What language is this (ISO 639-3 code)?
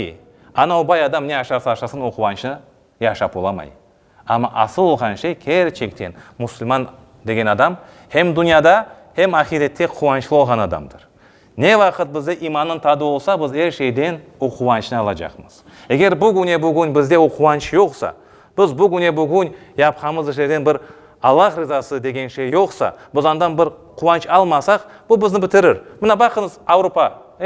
crh